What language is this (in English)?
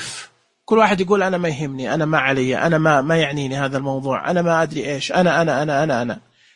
Najdi Arabic